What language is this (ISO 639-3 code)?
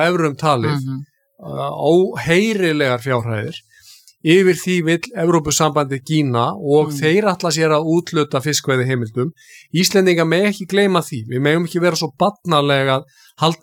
isl